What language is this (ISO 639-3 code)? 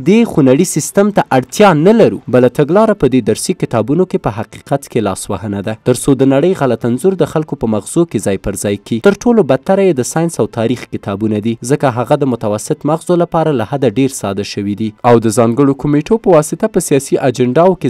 pus